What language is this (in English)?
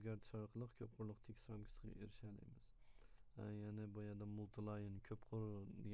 Uyghur